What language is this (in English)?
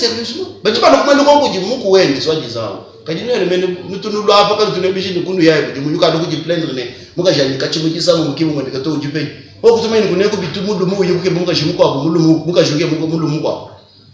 Luba-Lulua